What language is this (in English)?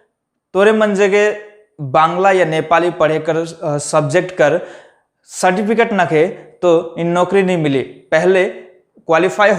Sadri